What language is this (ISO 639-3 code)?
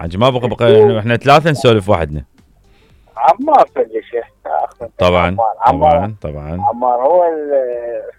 acm